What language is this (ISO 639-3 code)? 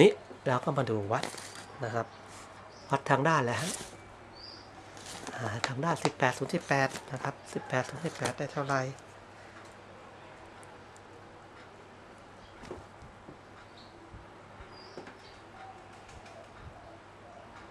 tha